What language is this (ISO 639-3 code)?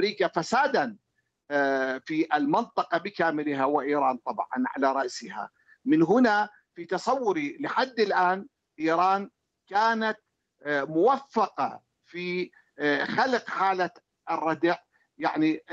ara